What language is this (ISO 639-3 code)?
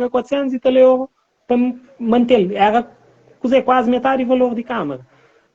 kea